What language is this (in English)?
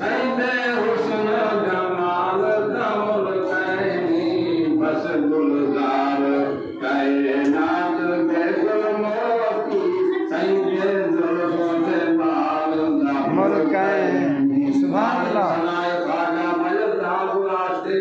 Saraiki